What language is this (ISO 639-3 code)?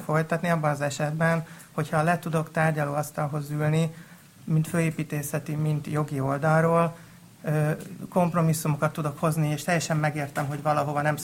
hun